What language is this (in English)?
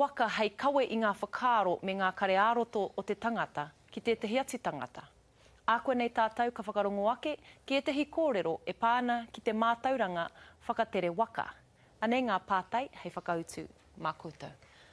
Māori